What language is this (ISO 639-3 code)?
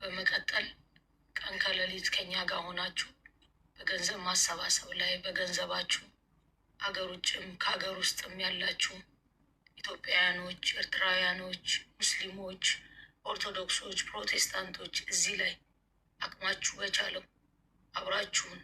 amh